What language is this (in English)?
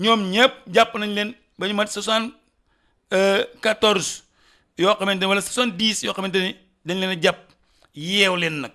Wolof